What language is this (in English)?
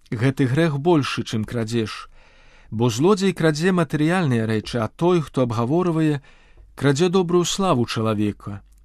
Belarusian